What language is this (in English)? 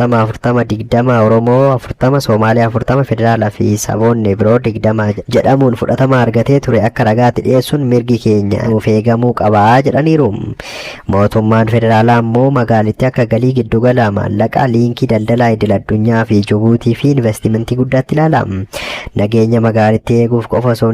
Oromo